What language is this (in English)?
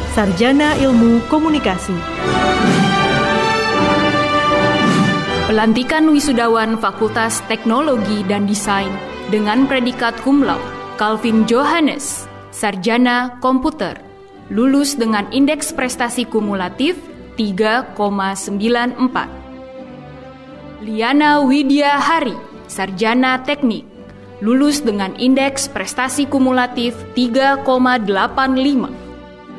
Indonesian